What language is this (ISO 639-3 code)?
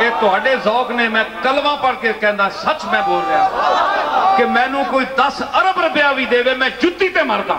lah